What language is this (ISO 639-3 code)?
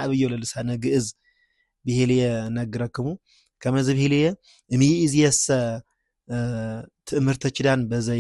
amh